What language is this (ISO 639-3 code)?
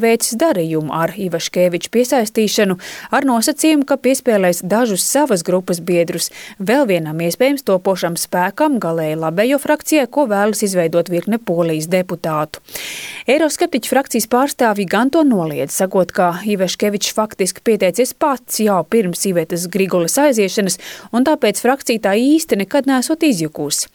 lav